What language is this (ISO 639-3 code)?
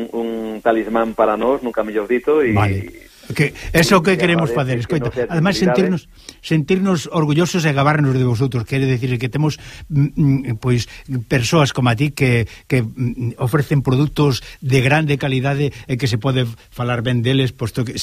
glg